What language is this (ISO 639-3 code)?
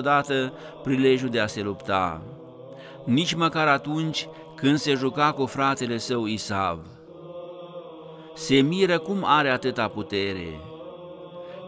ron